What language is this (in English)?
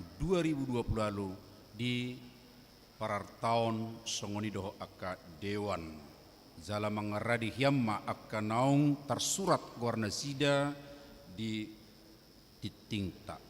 Batak Toba